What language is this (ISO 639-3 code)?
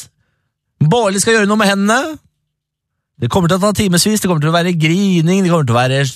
nor